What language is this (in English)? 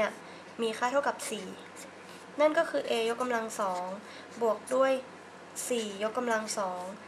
Thai